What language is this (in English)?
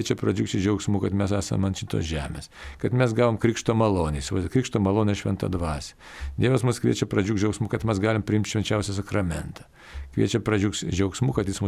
Lithuanian